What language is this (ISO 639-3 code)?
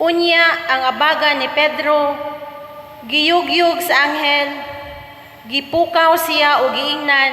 ceb